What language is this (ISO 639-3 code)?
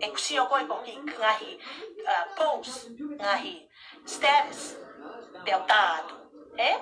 ton